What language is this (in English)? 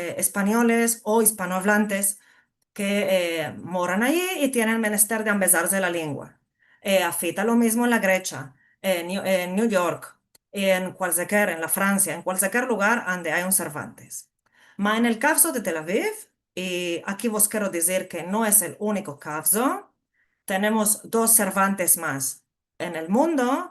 Ladino